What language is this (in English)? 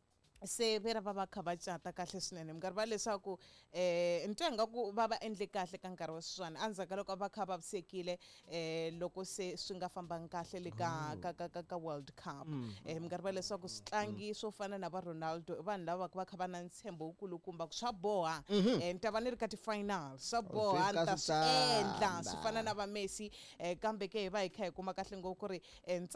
Tsonga